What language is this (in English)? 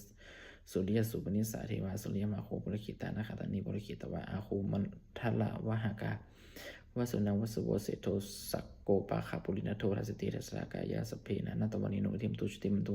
Pali